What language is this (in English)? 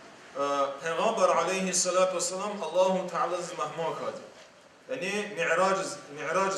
Lezghian